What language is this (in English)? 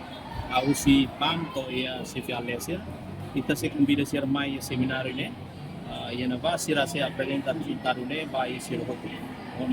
Tetum